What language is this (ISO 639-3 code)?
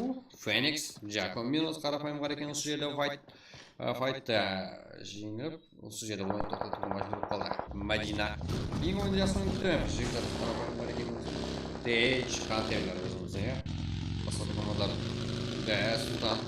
kaa